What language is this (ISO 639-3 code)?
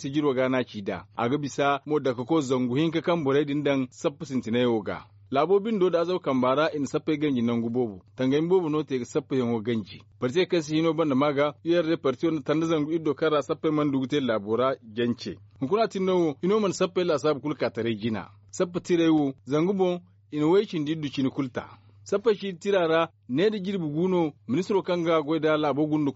dje